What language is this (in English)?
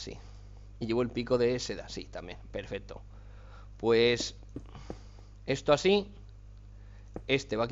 Spanish